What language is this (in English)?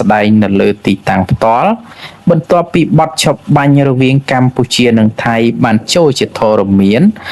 Khmer